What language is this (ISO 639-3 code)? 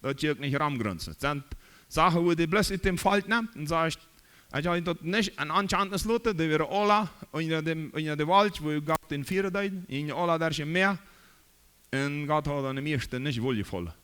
pdt